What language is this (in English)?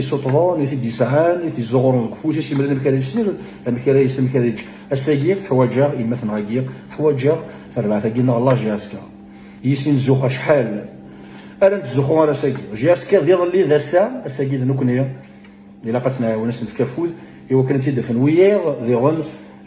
Kabyle